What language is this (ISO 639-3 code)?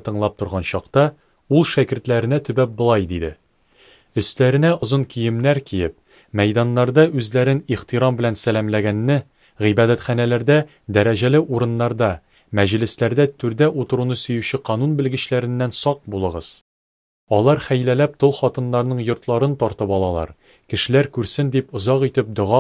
tat